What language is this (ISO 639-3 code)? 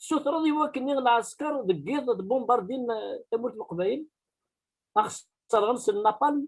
kab